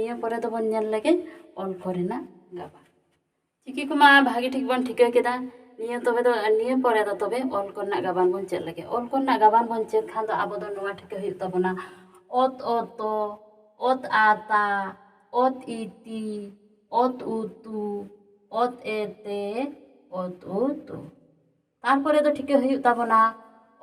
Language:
Santali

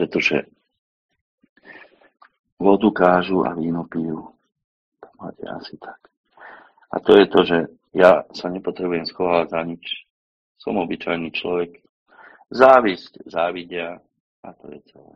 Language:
Slovak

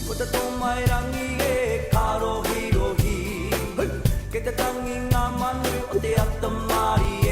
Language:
Māori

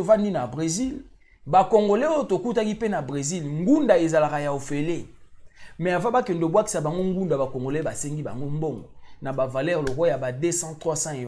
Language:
Lingala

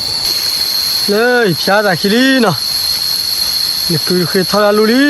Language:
S'gaw Karen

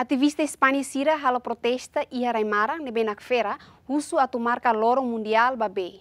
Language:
Tetum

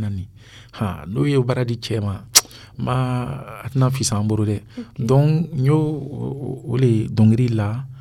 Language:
Dyula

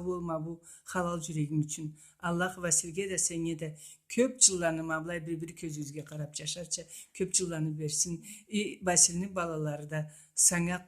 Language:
Karachay-Balkar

